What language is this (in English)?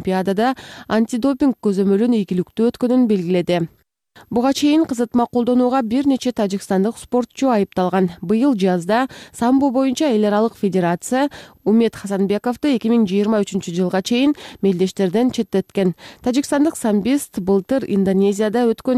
Kyrgyz